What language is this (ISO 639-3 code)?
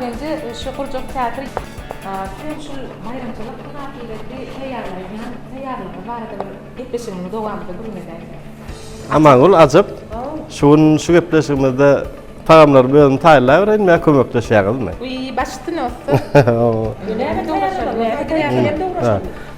tuk